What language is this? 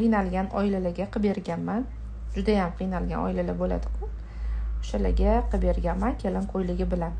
Uzbek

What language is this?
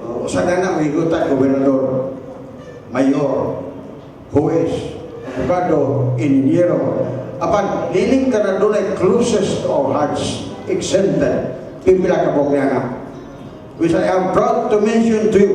Cebuano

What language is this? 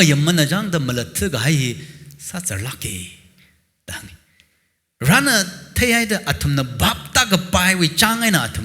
Tangkhul Naga (India)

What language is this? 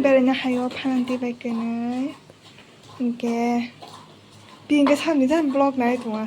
Kok Borok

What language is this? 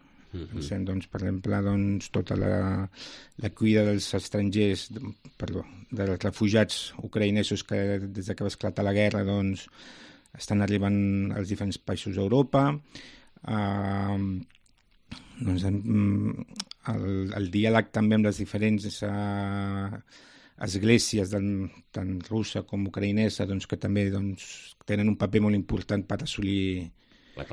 Catalan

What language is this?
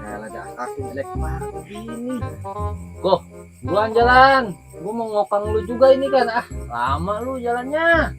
Betawi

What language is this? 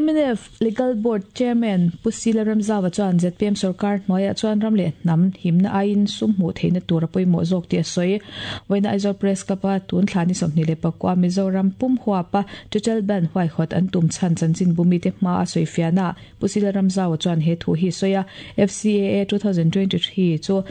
Mizo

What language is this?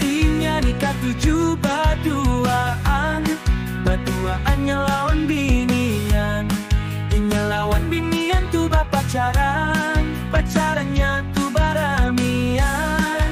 Banjar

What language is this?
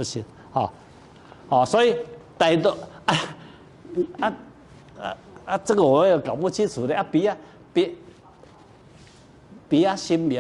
Min Nan Chinese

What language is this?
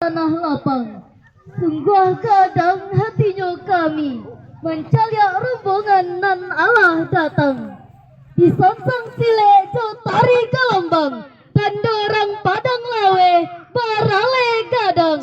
Minangkabau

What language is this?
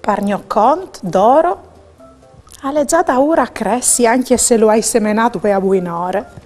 Friulian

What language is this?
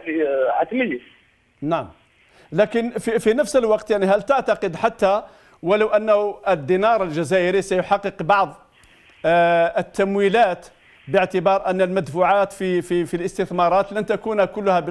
Arabic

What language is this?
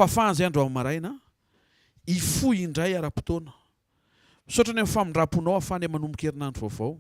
Malagasy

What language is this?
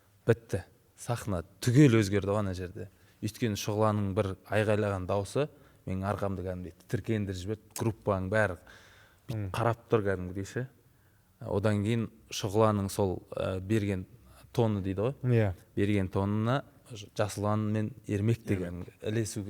Kazakh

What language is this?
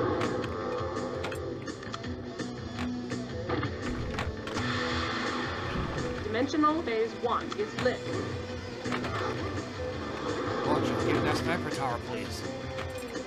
English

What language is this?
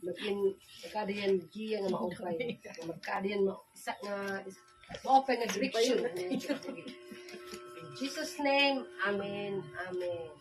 Waray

